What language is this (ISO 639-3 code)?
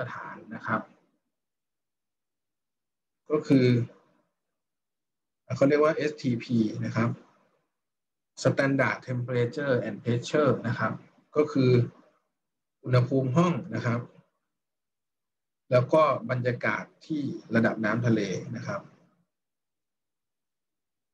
tha